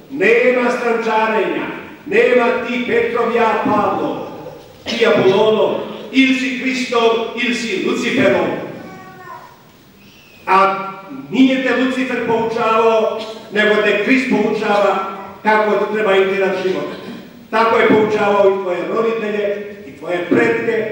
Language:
Croatian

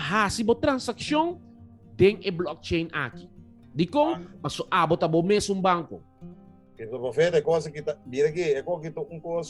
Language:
Papiamento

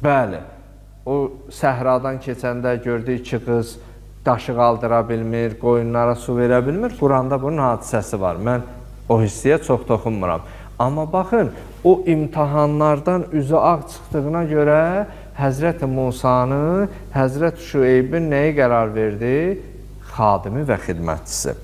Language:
Azerbaijani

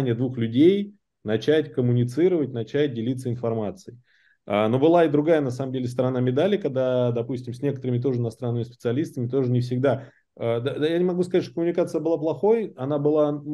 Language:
Russian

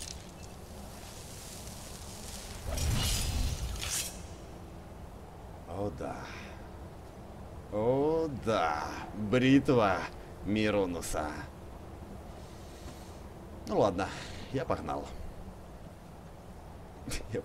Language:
Russian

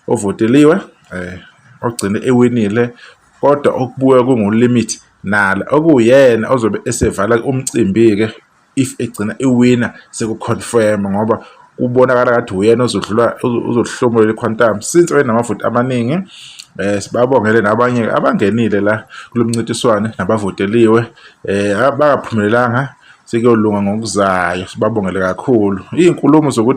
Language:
Zulu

